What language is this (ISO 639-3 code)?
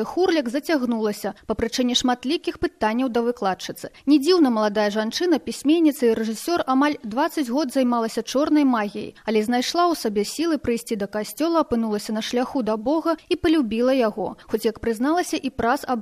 bel